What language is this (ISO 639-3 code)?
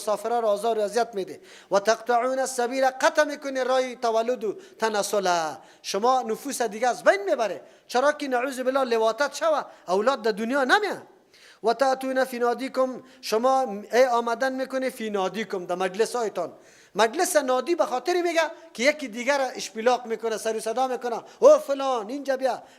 fas